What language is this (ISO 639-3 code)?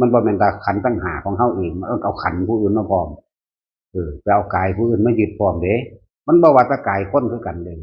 tts